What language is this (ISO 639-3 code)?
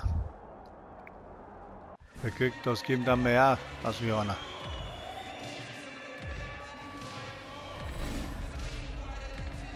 deu